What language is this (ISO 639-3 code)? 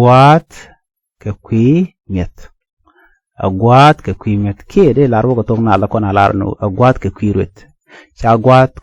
nus